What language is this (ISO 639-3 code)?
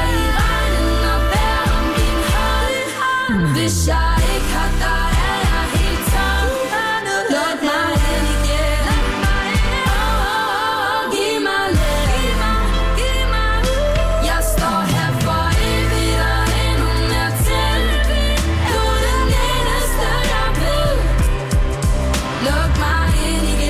dan